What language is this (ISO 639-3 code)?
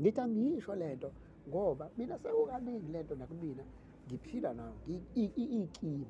zul